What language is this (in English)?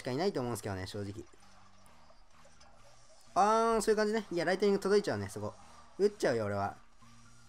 Japanese